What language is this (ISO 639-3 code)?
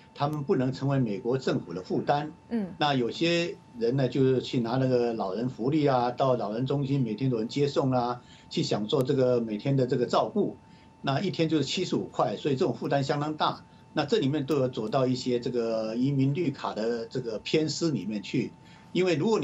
zho